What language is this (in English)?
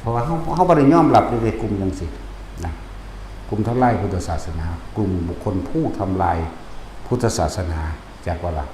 Northeastern Thai